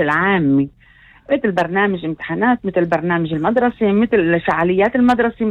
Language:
North Levantine Arabic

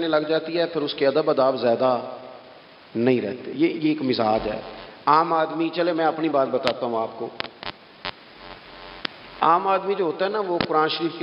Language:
Urdu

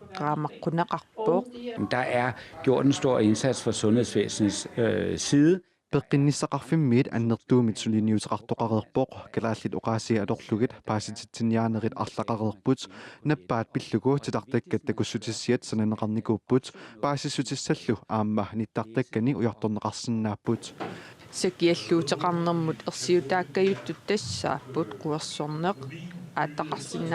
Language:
Kalaallisut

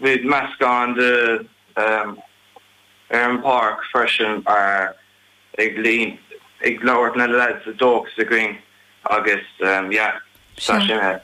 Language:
Irish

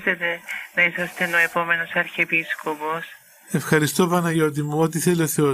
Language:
Greek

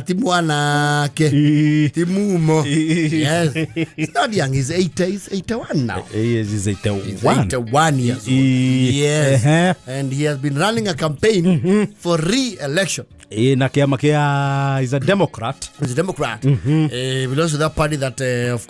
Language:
Kikuyu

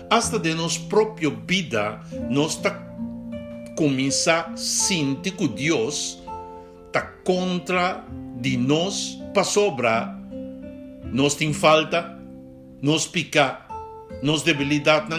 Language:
Papiamento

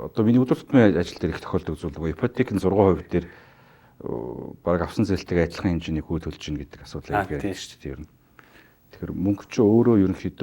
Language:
Mongolian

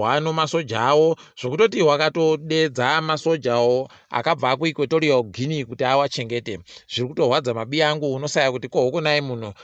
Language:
Ndau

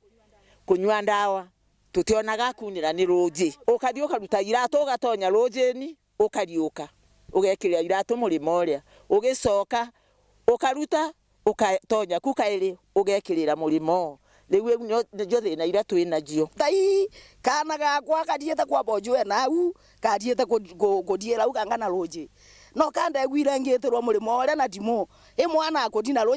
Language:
Meru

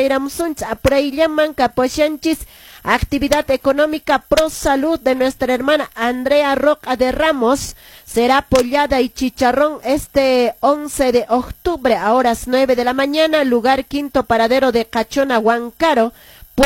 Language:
Quechua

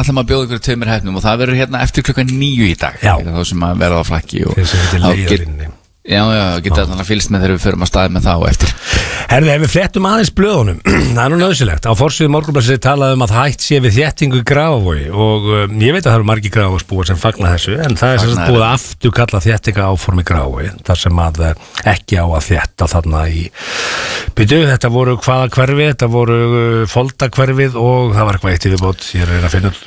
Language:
Icelandic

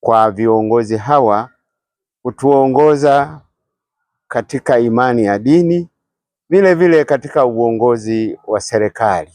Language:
Swahili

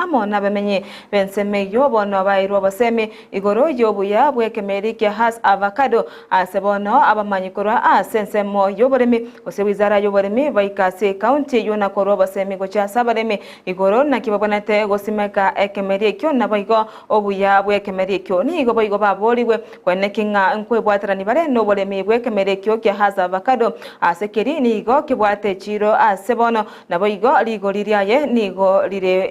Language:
Gusii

